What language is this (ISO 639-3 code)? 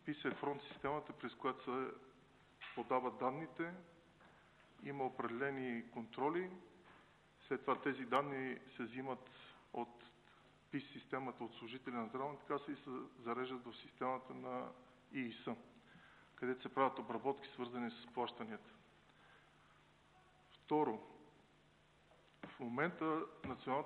bul